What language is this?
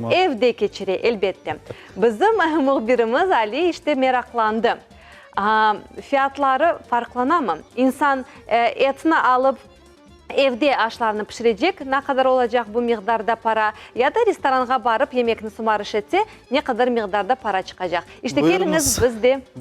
Crimean Tatar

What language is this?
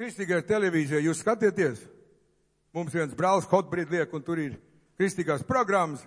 Latvian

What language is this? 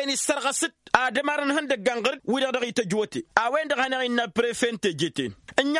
Tamasheq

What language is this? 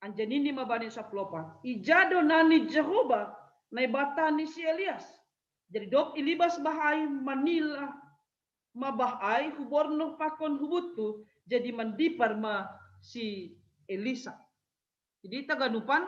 Batak Simalungun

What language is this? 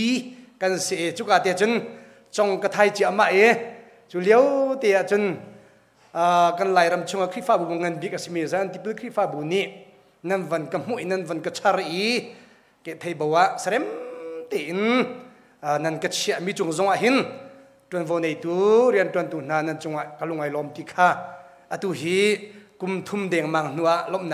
Hakha Chin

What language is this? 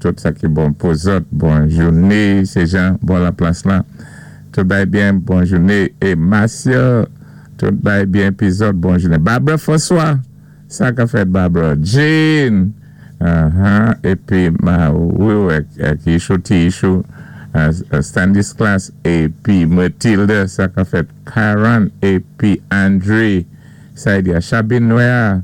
Saint Lucian Creole French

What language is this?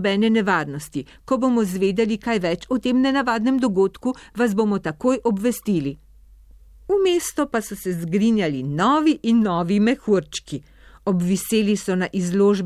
Slovenian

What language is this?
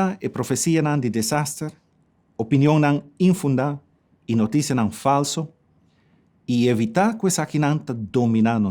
Papiamento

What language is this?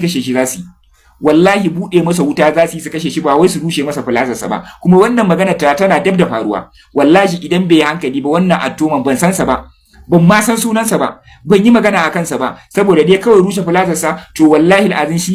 Hausa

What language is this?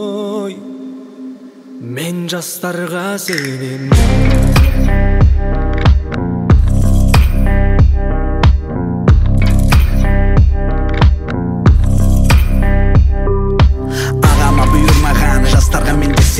Kazakh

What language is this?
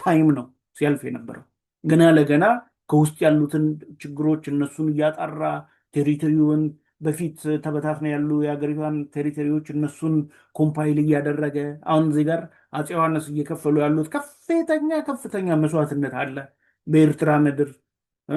Amharic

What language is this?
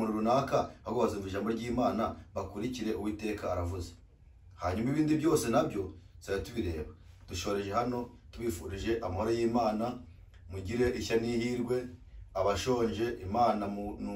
Kinyarwanda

